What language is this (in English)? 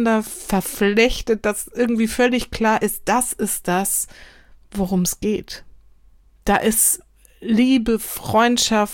German